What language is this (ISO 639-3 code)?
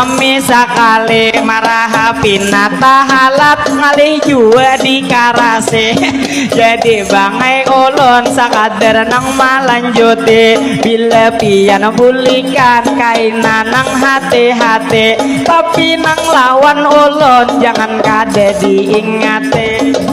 bjn